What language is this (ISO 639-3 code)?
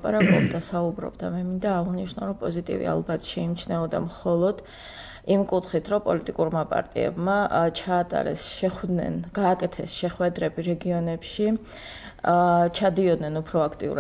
kat